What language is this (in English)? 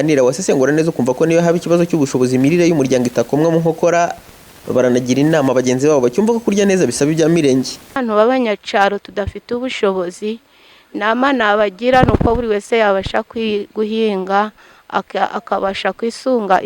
Kinyarwanda